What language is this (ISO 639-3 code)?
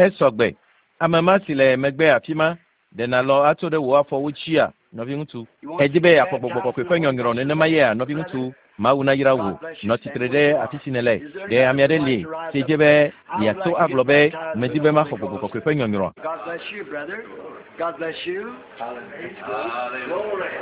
ewe